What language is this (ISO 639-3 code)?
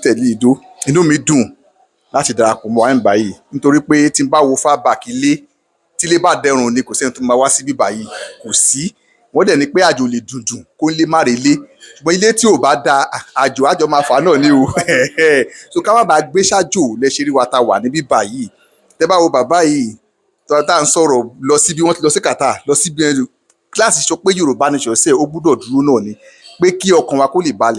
yor